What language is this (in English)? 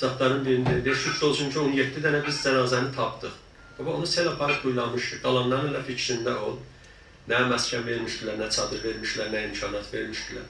South Azerbaijani